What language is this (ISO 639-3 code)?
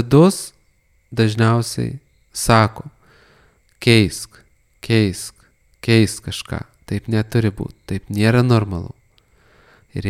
lit